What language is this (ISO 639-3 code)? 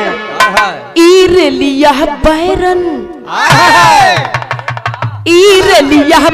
bho